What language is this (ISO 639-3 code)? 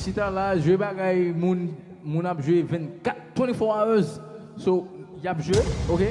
hat